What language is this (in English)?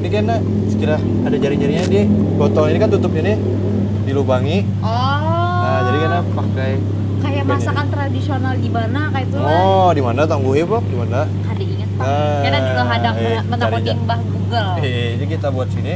Banjar